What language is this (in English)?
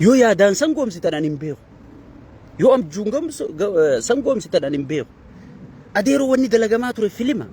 Oromo